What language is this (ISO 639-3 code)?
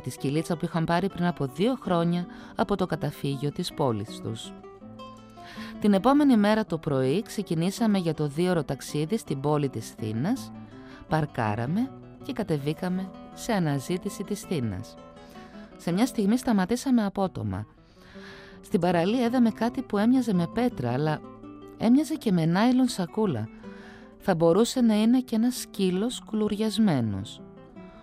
ell